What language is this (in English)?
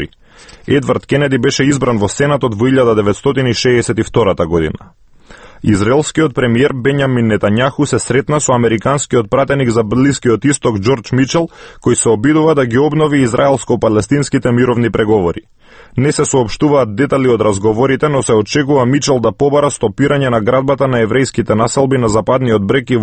Macedonian